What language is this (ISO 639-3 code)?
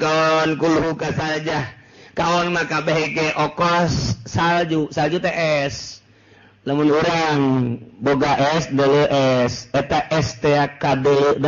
sun